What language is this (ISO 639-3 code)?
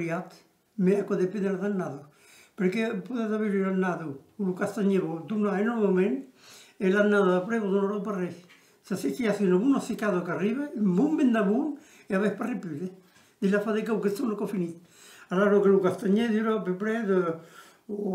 oci